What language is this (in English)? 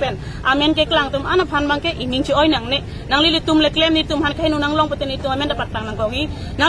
Karbi